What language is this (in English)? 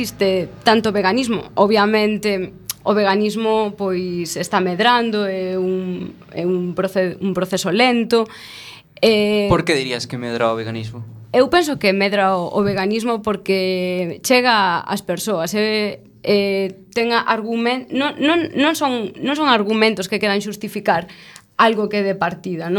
Galician